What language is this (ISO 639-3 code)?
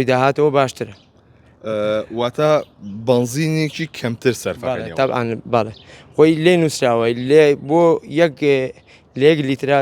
ckb